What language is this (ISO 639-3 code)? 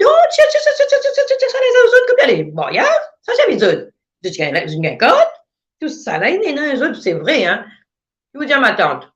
mfe